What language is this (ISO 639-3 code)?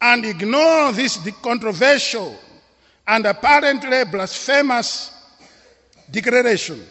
eng